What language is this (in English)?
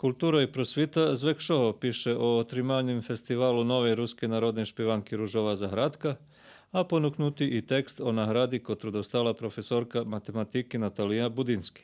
Rusyn